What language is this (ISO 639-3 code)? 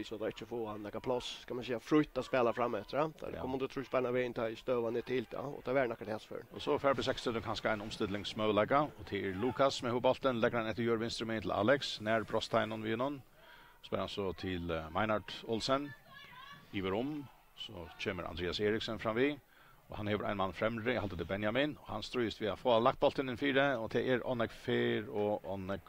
fao